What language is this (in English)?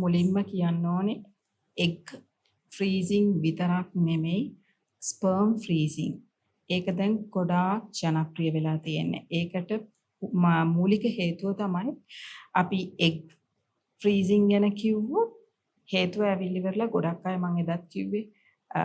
Sinhala